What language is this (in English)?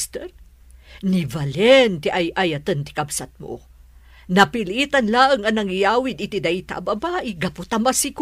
Iloko